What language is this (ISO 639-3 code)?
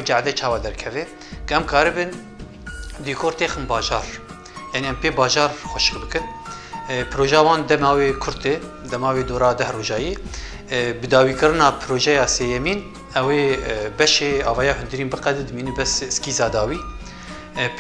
kur